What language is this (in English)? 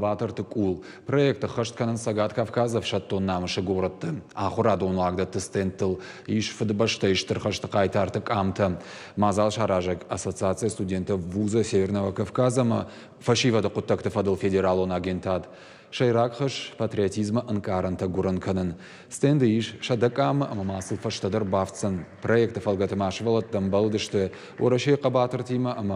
Ossetic